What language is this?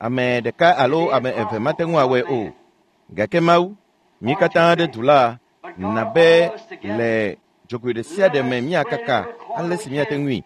Ewe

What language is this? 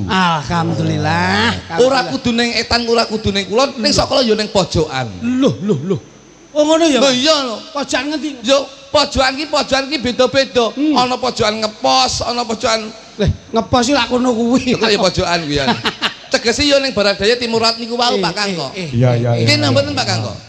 Javanese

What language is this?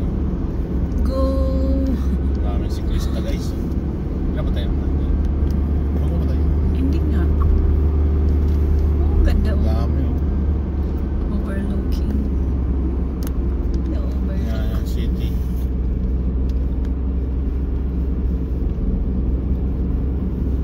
Filipino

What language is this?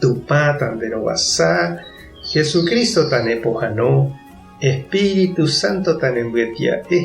Guarani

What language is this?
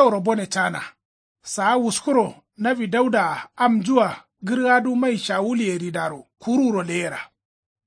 Kanuri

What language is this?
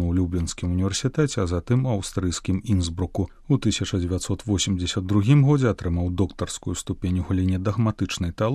Belarusian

